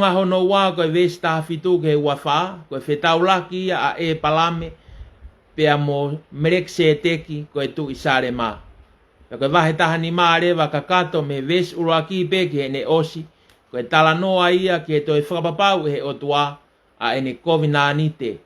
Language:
Tongan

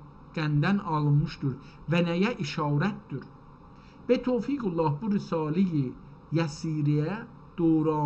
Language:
South Azerbaijani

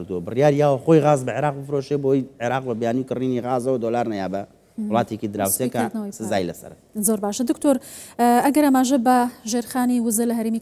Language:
Central Kurdish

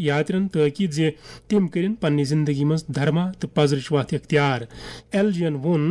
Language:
Kashmiri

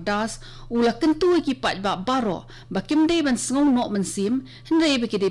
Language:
Khasi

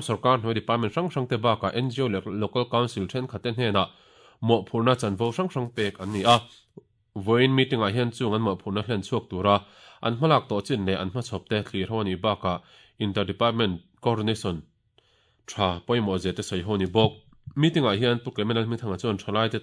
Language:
Mizo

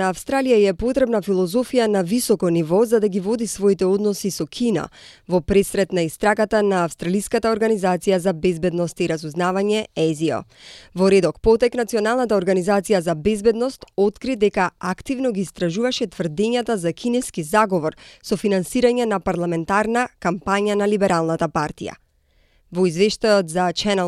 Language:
Macedonian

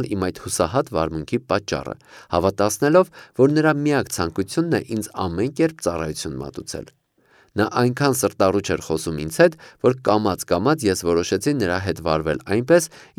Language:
Armenian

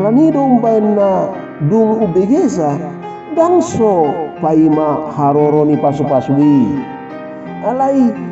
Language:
Batak Toba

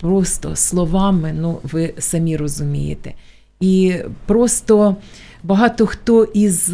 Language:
Ukrainian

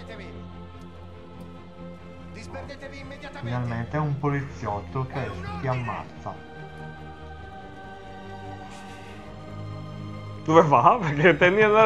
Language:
Italian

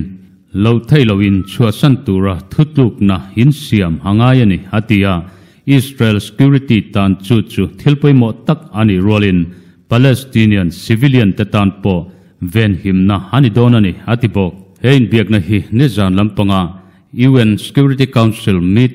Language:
Mizo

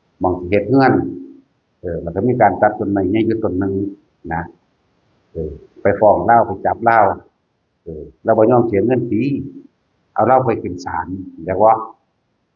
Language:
Northeastern Thai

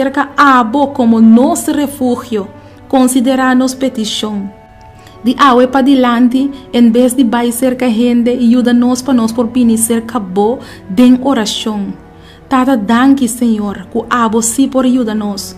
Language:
Papiamento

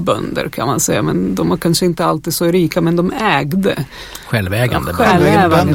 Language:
Swedish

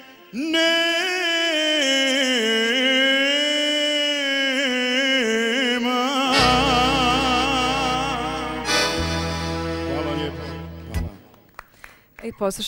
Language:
Bosnian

